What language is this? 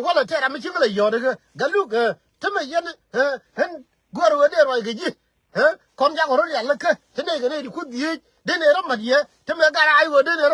Nuer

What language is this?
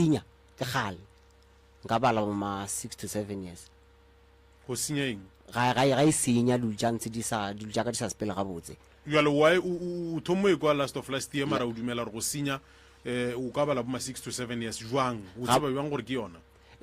Northern Sotho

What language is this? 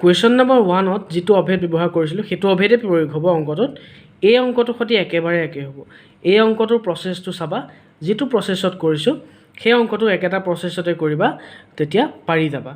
Assamese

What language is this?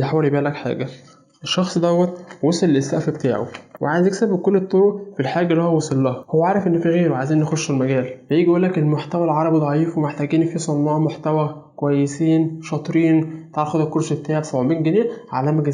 Egyptian Arabic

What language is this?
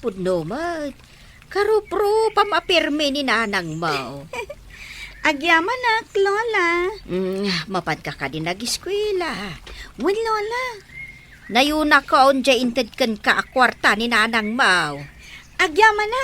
Iloko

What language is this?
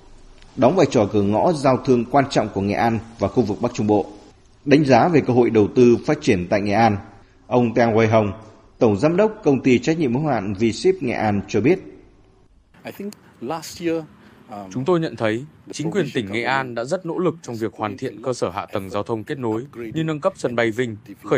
Vietnamese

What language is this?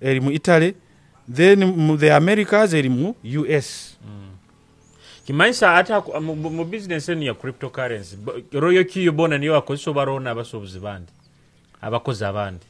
Nyoro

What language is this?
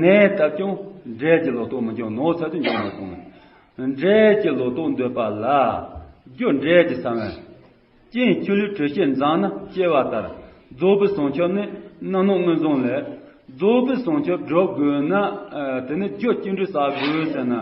Tibetan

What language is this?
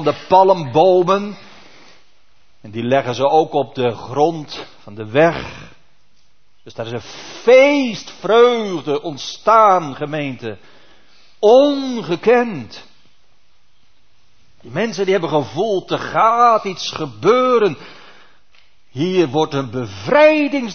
Dutch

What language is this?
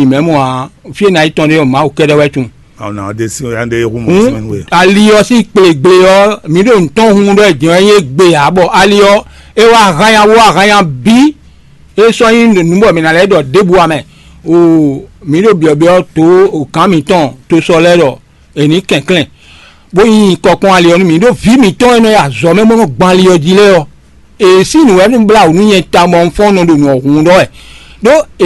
Fon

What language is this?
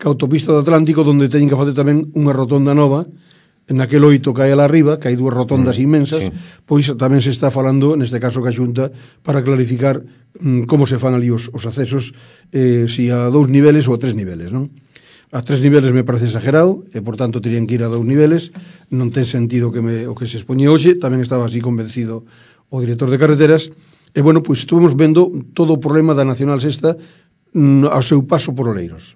Galician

